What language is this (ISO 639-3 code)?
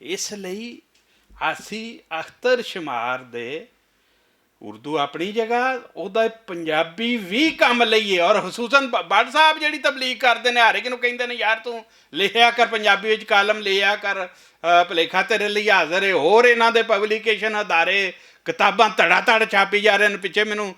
lah